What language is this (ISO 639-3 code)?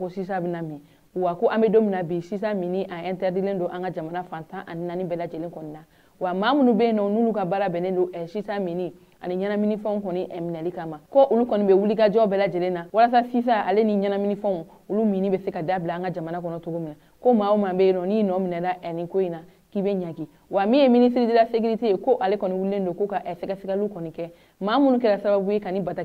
bam